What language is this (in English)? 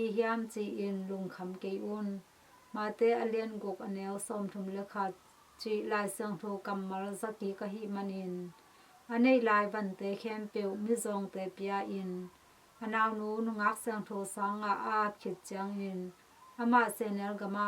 Tedim Chin